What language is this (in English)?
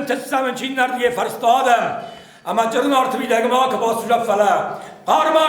Ossetic